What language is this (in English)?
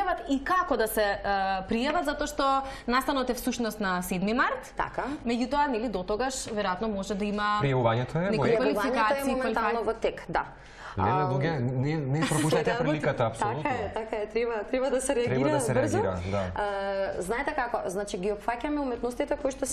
Macedonian